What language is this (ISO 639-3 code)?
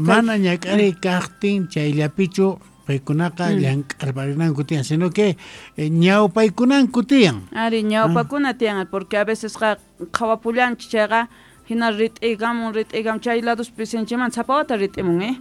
que